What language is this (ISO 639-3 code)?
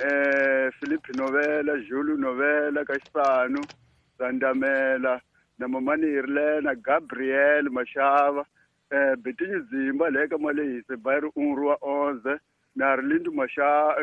tso